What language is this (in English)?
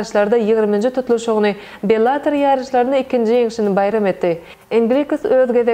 Turkmen